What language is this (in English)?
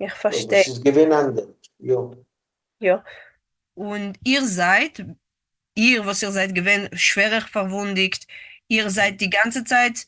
Yiddish